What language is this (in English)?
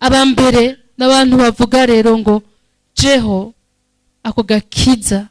Rundi